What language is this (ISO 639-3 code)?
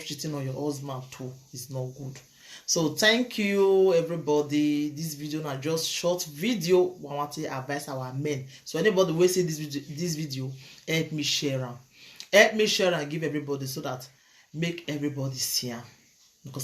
pcm